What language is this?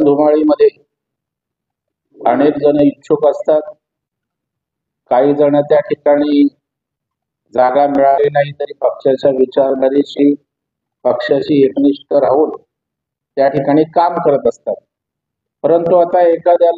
Marathi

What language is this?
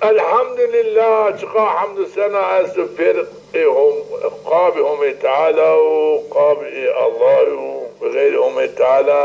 Zaza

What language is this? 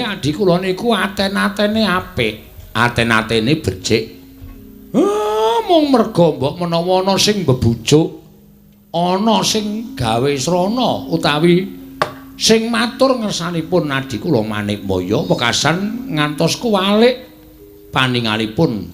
Javanese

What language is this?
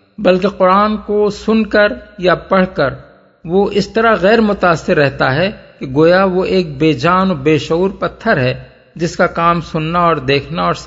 Urdu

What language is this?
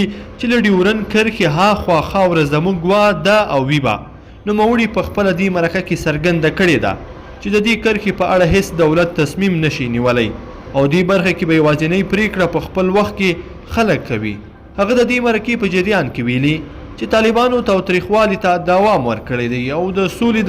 Pashto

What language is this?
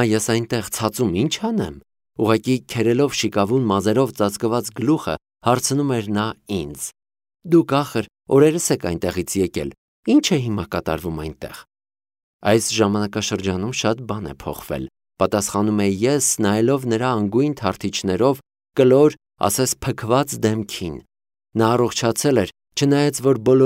Armenian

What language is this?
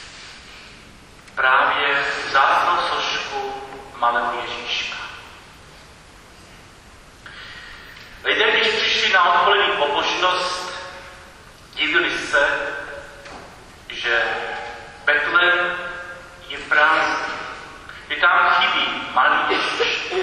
Czech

